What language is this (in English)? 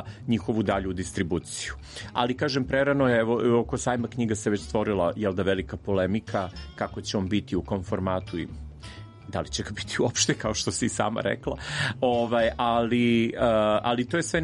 Serbian